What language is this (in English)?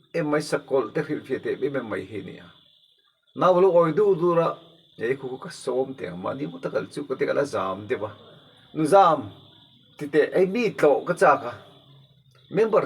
Mizo